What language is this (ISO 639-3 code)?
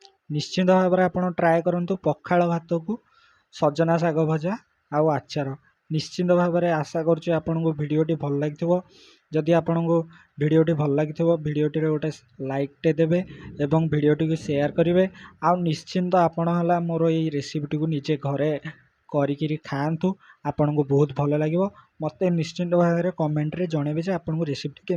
ori